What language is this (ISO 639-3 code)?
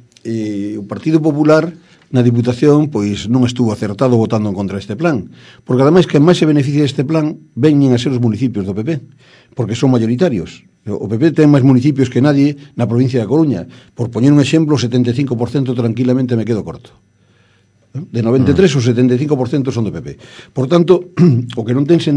glg